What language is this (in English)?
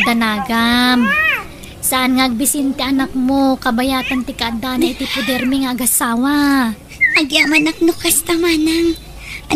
Iloko